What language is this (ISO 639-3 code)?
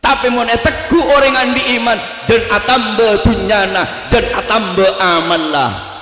mad